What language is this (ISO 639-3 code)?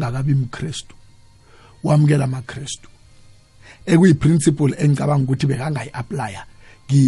nbl